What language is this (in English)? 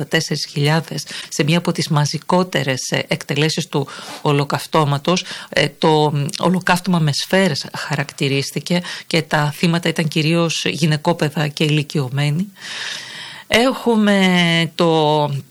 Greek